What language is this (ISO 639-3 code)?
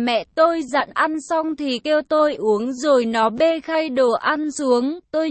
vie